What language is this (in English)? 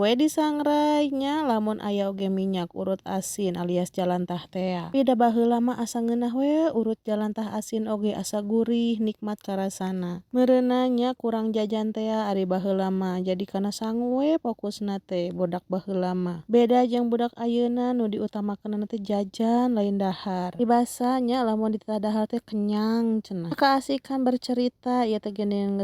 Sundanese